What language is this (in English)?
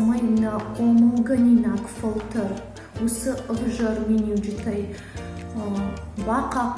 Ossetic